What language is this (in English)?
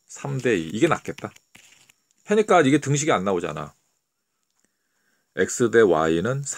Korean